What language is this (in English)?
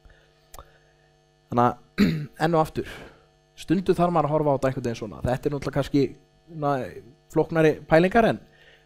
Icelandic